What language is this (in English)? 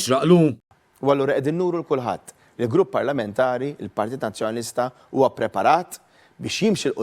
Maltese